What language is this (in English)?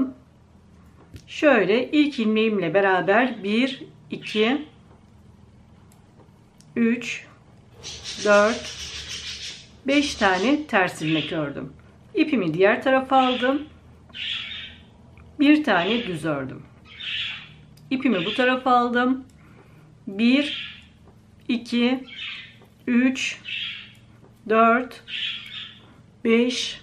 Turkish